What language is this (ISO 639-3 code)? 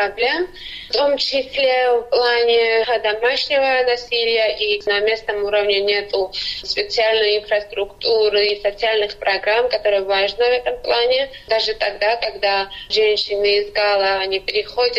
rus